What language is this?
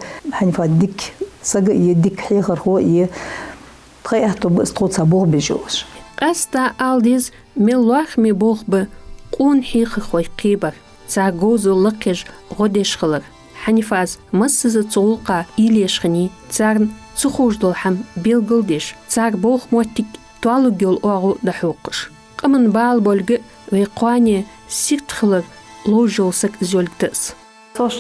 Ingush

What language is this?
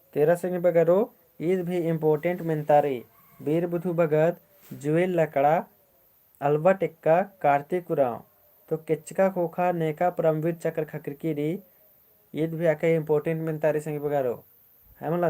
Kurukh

